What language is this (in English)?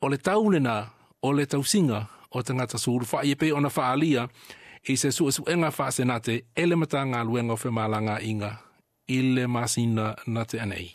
Samoan